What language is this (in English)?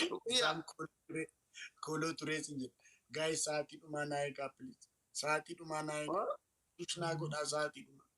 Oromo